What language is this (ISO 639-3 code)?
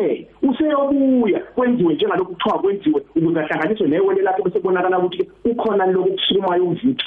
zul